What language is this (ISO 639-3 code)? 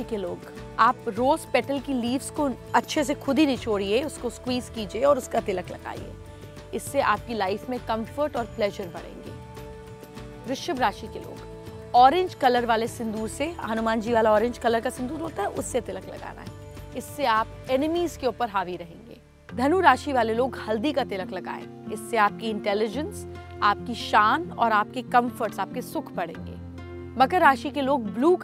hin